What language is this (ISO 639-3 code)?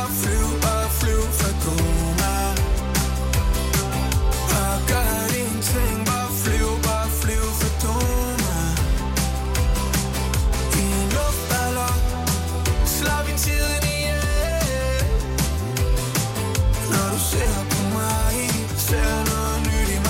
dan